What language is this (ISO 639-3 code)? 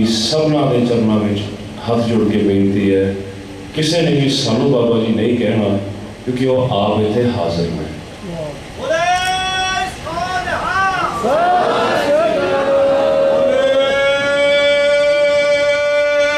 pan